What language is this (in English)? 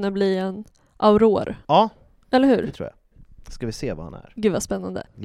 Swedish